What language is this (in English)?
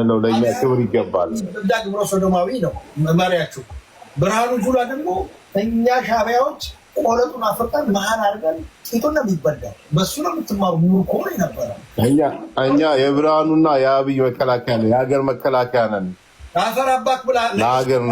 Amharic